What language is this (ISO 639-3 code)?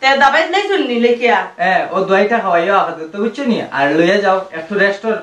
syl